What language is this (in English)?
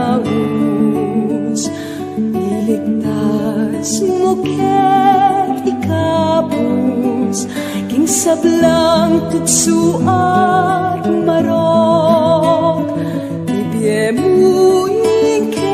Pampanga